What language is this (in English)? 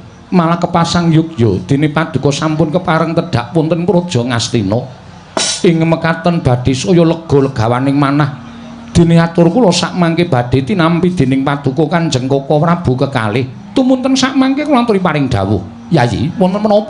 Javanese